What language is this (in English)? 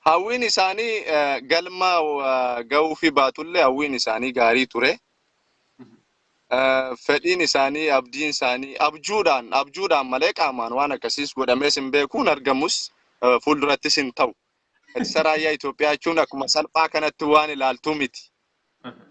Oromo